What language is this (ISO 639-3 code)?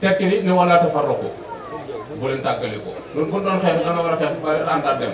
wol